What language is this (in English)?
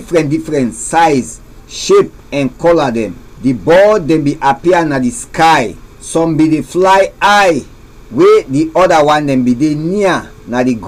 Krio